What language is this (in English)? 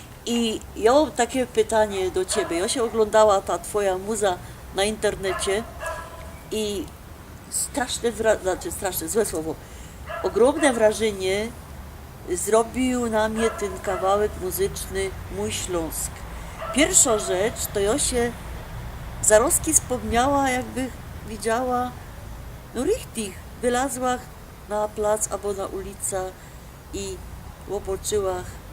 Silesian